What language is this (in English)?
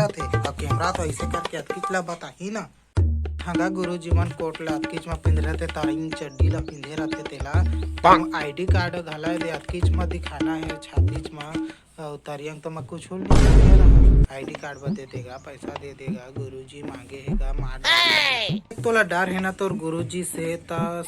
Chhattisgarhi